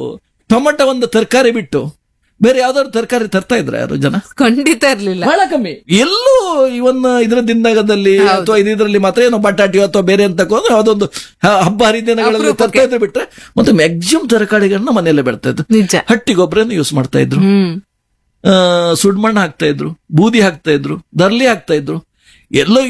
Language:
Kannada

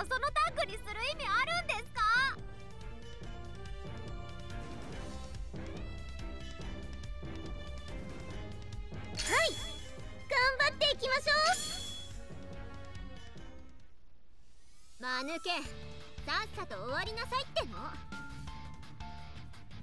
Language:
Japanese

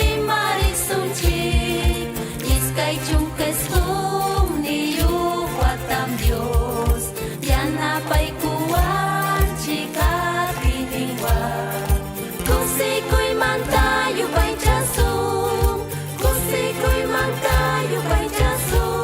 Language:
Ayacucho Quechua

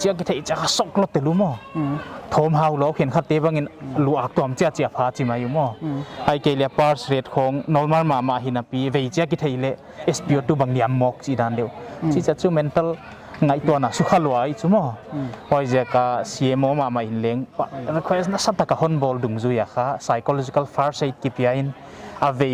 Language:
Paite Chin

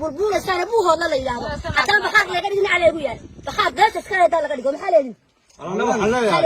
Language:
Somali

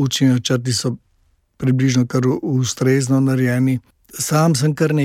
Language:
Slovenian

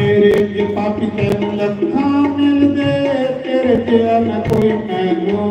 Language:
Dogri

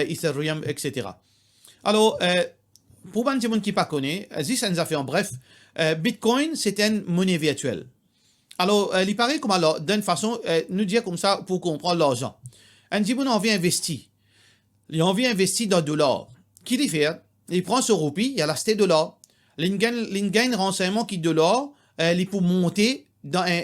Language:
Morisyen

